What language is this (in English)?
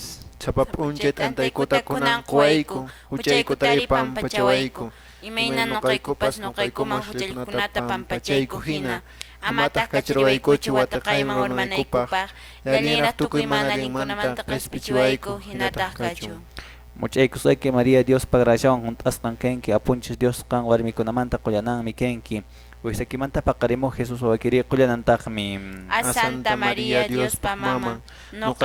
Quechua